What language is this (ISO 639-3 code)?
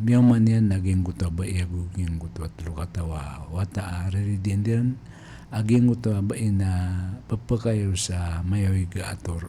mrw